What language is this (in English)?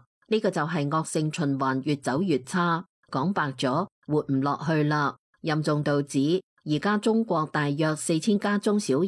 Cantonese